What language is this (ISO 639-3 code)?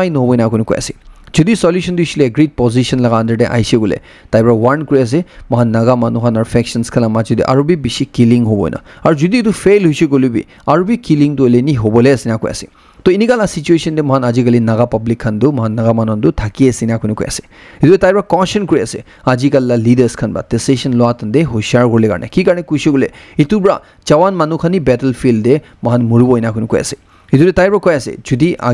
nag